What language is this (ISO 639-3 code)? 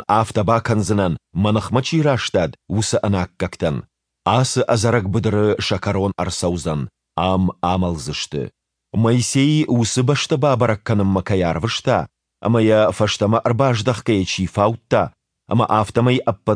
oss